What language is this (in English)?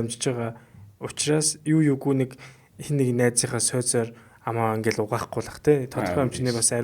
Mongolian